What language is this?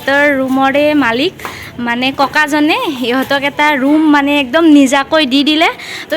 Assamese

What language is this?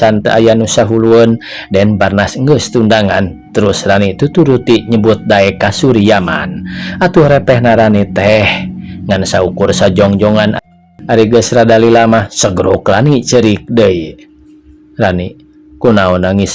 Sundanese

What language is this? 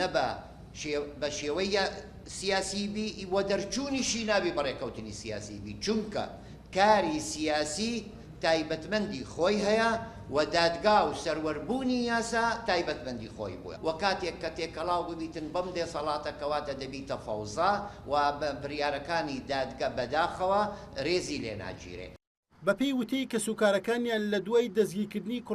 Central Kurdish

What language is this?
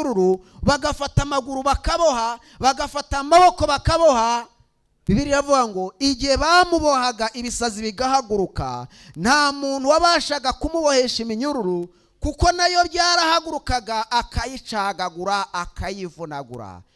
Kinyarwanda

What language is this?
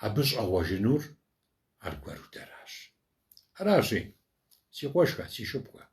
Kabardian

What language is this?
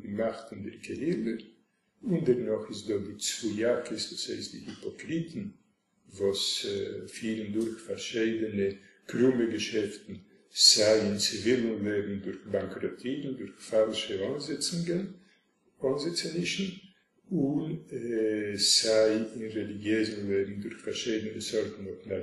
Yiddish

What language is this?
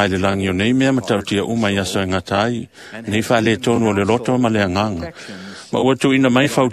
Samoan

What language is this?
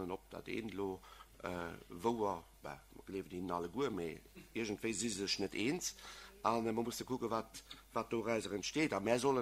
Luxembourgish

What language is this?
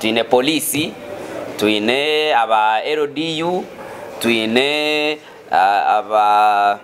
Nyankole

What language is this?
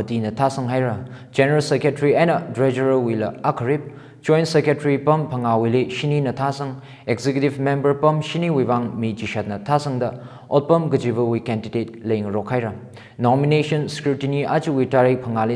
Tangkhul Naga (India)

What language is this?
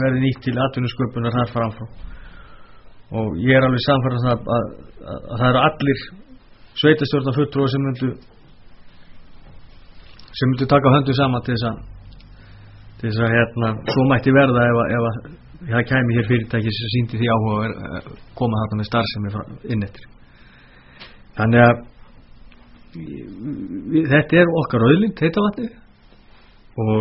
Icelandic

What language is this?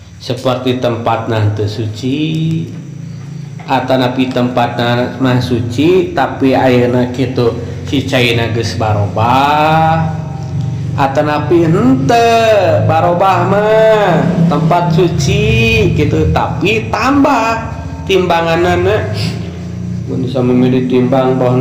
Sundanese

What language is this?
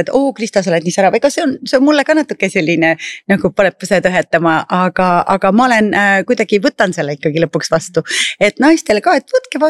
Estonian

